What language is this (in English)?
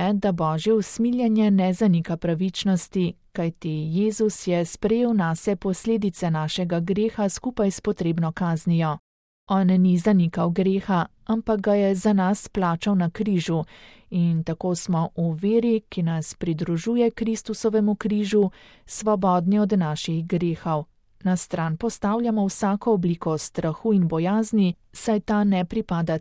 Slovenian